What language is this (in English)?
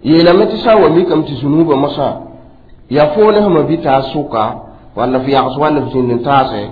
Mossi